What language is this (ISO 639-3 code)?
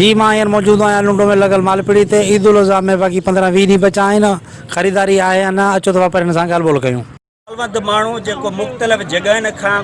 snd